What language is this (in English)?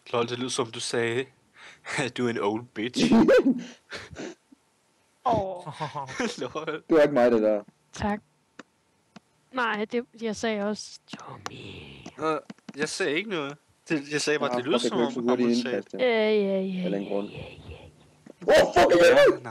Danish